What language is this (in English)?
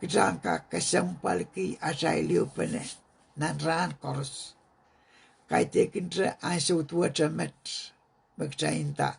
Pohnpeian